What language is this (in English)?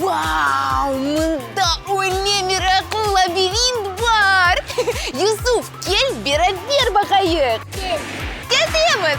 Crimean Tatar